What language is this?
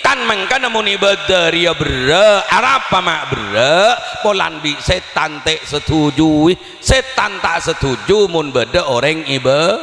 Madurese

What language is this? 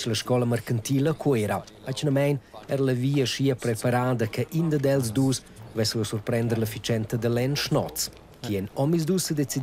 Romansh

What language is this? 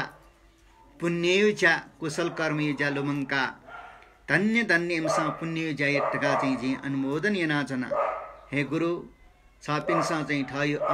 Newari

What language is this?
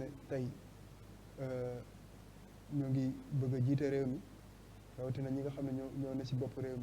Wolof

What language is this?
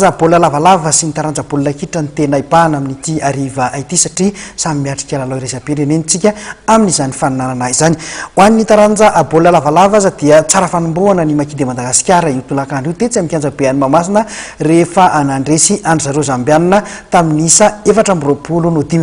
Malagasy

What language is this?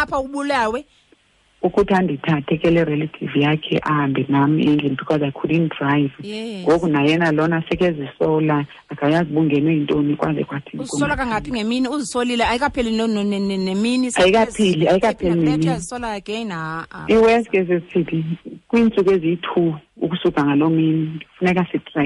Xhosa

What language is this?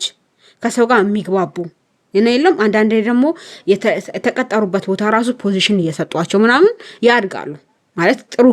Amharic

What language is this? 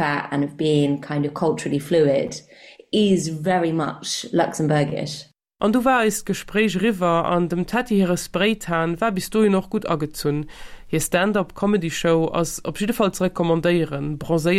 Luxembourgish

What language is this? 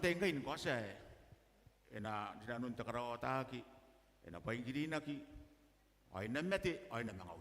Gilbertese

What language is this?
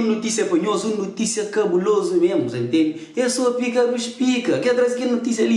Kabuverdianu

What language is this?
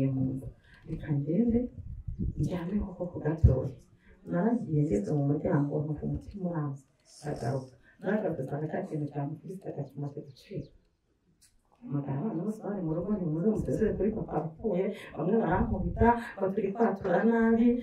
Kinyarwanda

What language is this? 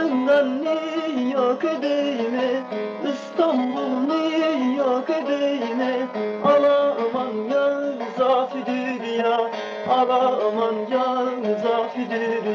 Zaza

